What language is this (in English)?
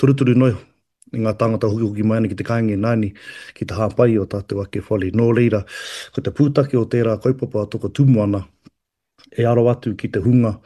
Māori